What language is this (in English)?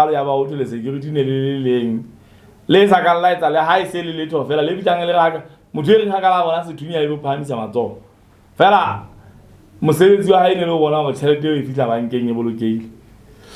Southern Sotho